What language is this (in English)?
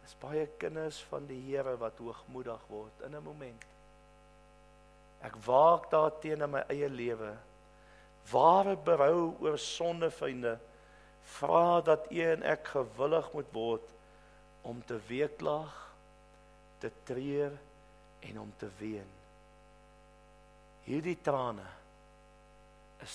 Afrikaans